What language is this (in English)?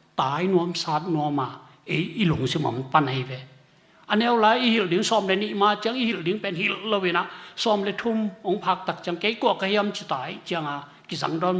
Tedim Chin